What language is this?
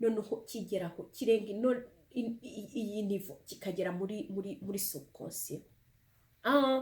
Kinyarwanda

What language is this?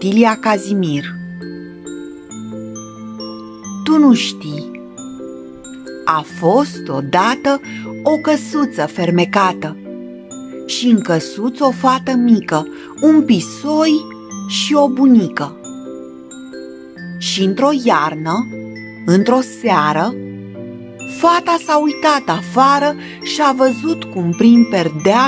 Romanian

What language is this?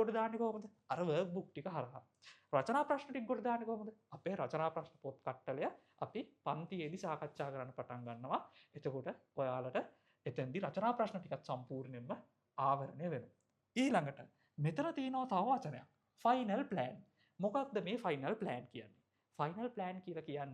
Sinhala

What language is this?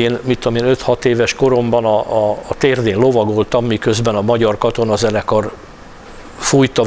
Hungarian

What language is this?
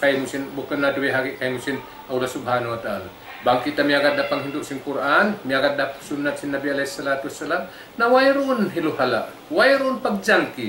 Tausug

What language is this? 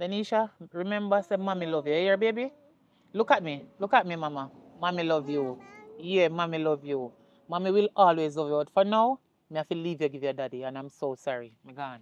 Jamaican Creole English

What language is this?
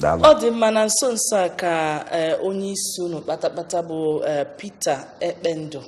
Igbo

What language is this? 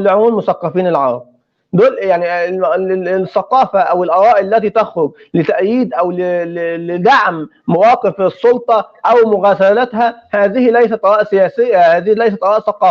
North Levantine Arabic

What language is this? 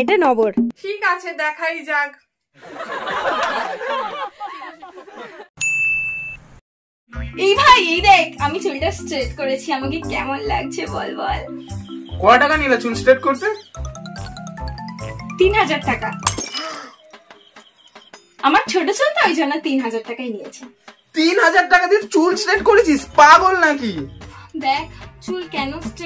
Bangla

